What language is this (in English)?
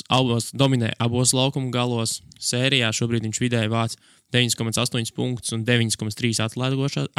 Latvian